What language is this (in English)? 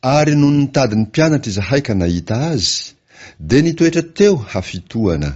Malagasy